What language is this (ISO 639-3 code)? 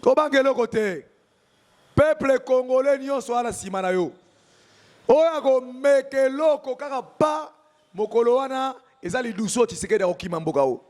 lin